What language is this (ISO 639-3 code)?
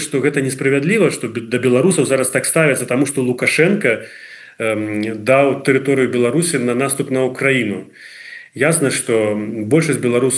bel